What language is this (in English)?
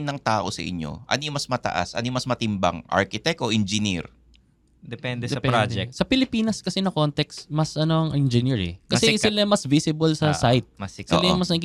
Filipino